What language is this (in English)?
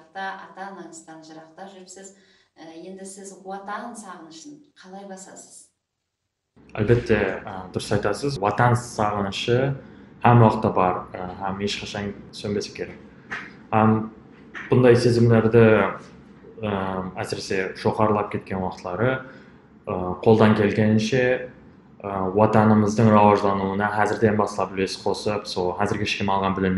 Kara-Kalpak